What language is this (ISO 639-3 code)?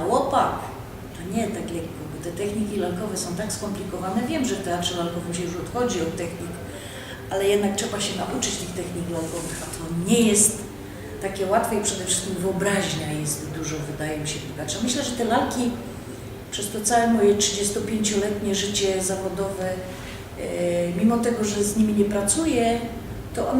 szl